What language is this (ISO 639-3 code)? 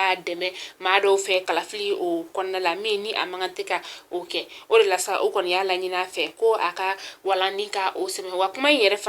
bam